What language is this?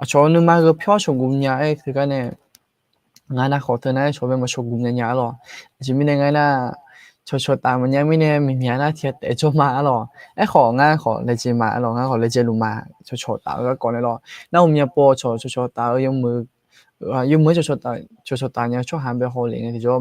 Akha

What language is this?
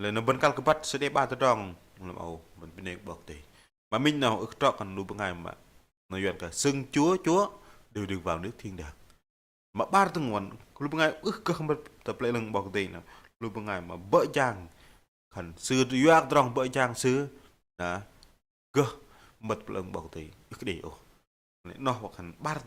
Bahnar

